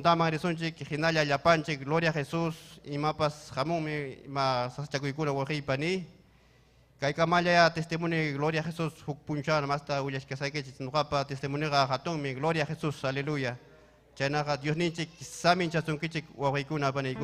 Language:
Ayacucho Quechua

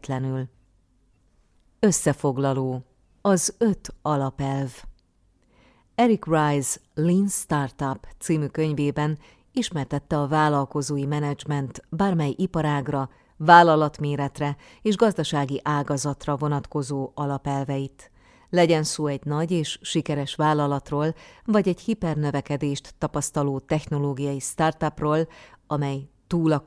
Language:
Hungarian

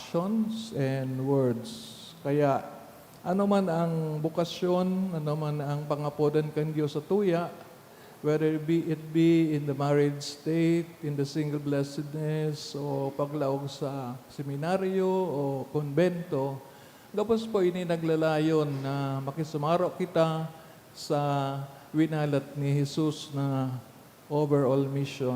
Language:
Bikol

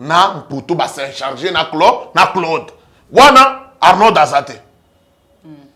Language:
Lingala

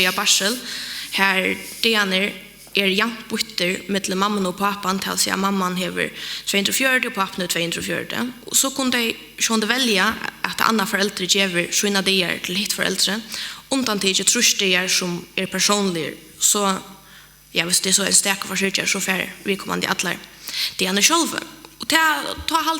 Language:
Faroese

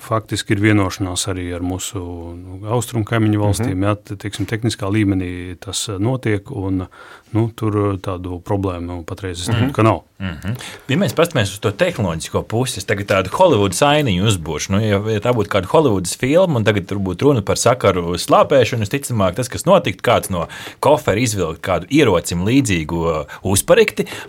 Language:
Latvian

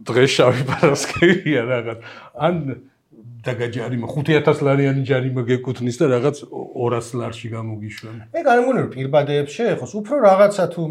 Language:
Georgian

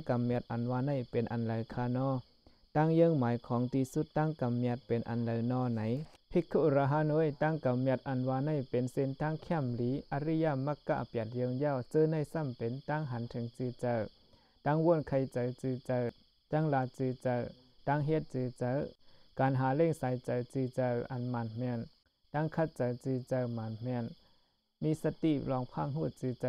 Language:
Shan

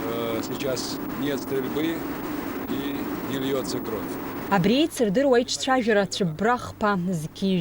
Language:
Abkhazian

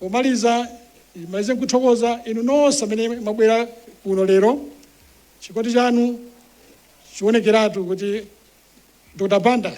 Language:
Nyanja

